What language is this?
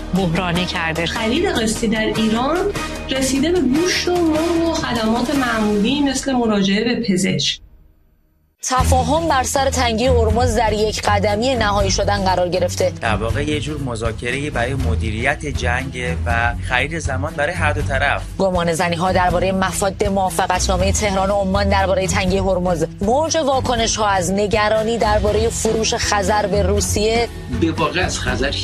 Persian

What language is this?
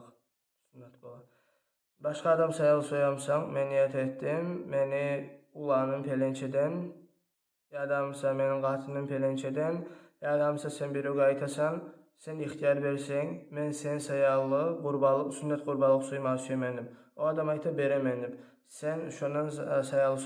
Kumyk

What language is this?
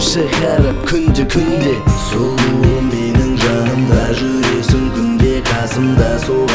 Kazakh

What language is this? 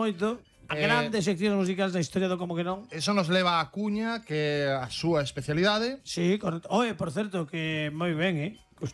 Galician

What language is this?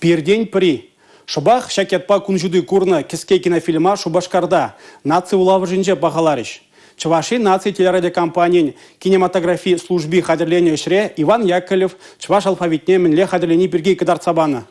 Chuvash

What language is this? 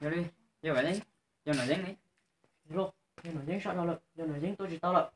Hmong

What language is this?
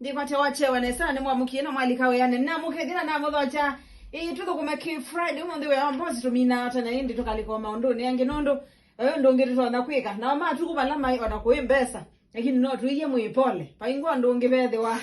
Kamba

